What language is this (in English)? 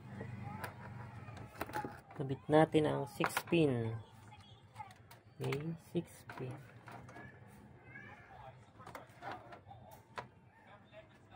Filipino